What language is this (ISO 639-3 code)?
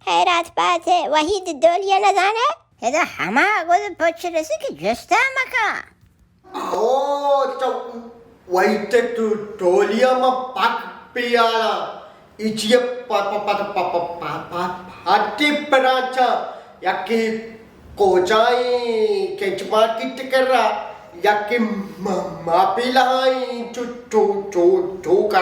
bal